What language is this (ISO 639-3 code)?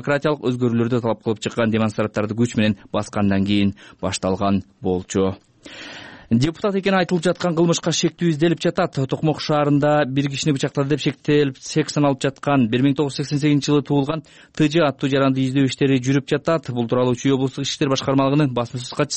kir